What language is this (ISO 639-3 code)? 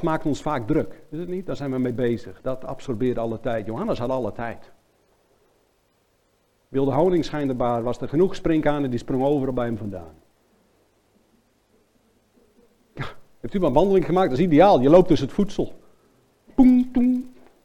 nld